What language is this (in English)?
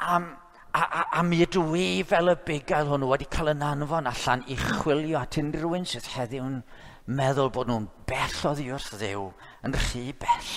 Welsh